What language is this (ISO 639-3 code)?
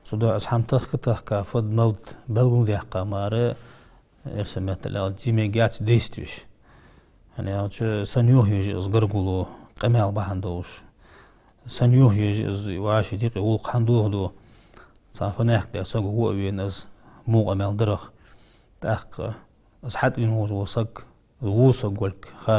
inh